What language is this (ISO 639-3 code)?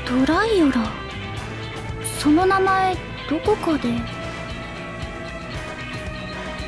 jpn